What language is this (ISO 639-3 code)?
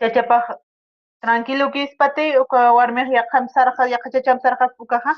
aym